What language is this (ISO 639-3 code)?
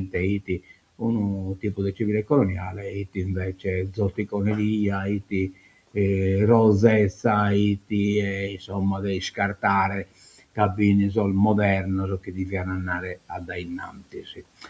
srd